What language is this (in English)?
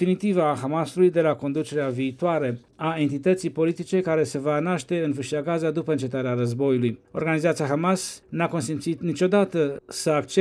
Romanian